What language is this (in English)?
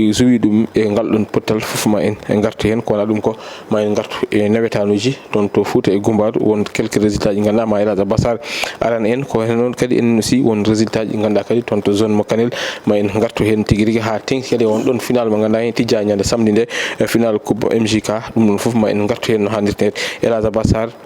Fula